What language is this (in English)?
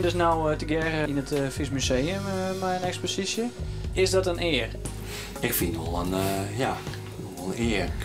Western Frisian